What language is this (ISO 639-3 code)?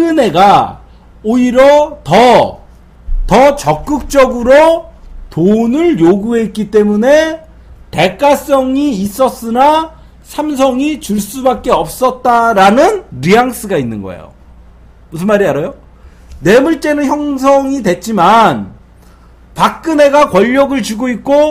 kor